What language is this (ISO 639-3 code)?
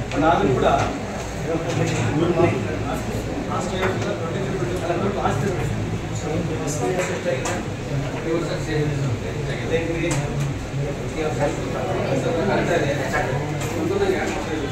kan